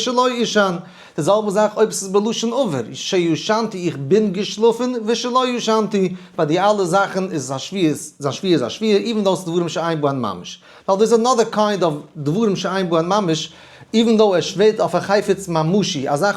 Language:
Yiddish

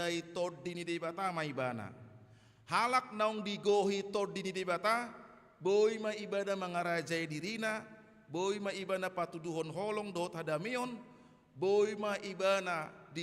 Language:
Batak Toba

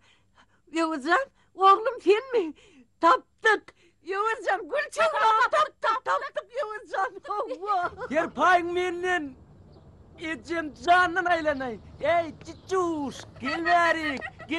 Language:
Turkmen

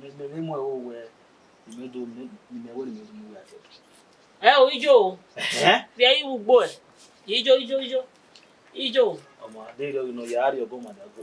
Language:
Bini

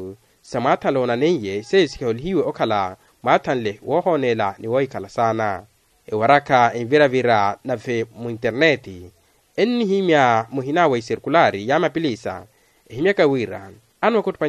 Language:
Makhuwa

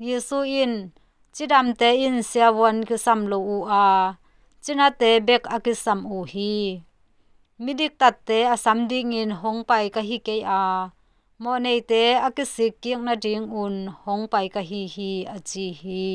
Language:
Tedim Chin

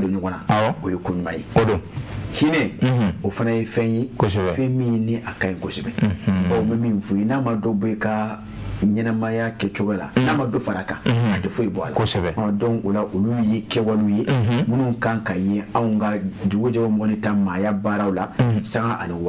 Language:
Bambara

